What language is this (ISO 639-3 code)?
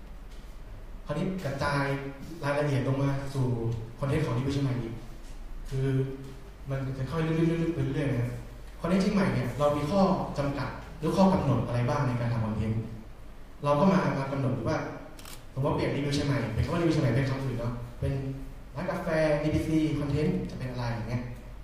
tha